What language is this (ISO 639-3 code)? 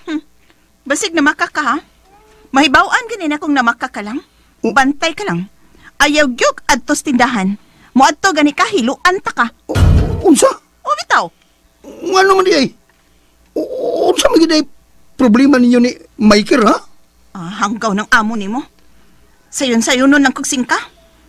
ceb